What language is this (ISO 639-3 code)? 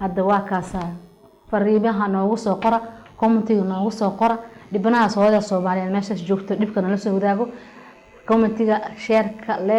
som